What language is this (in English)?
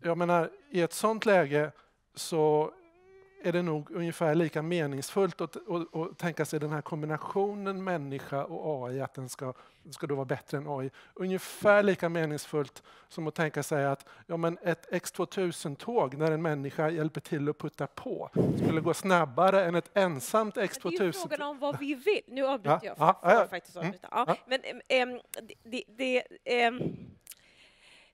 Swedish